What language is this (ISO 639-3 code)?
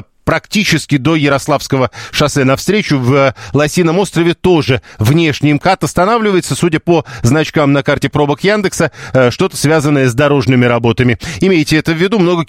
rus